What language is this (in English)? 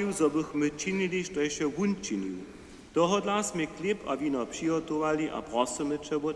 Upper Sorbian